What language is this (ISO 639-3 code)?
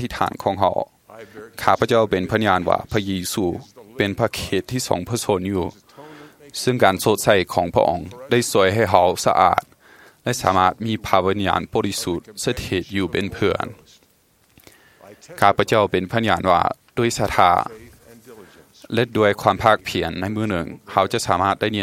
tha